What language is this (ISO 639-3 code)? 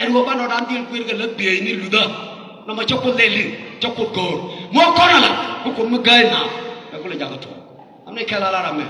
nus